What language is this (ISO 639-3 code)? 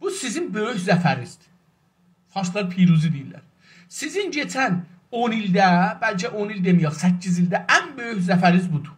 azb